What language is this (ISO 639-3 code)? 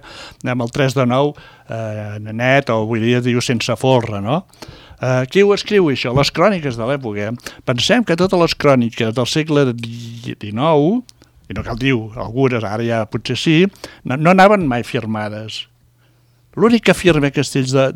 cat